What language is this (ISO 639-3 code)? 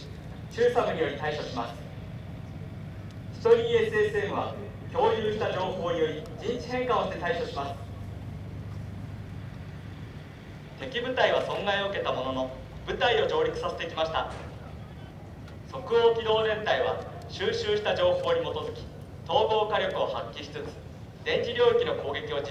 jpn